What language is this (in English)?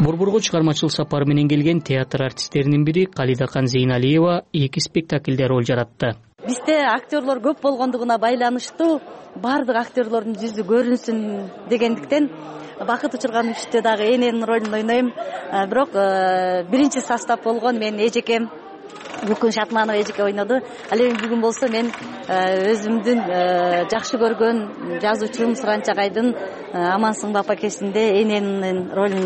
Kyrgyz